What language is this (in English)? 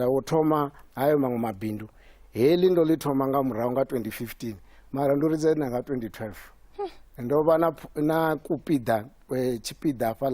Venda